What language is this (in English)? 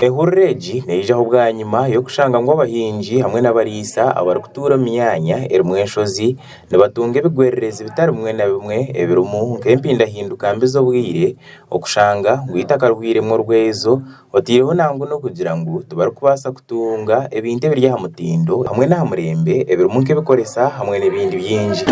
Nyankole